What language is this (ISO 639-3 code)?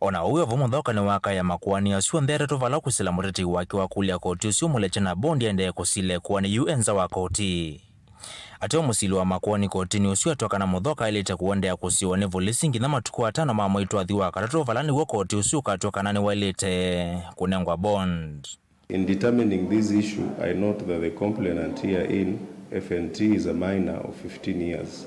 kam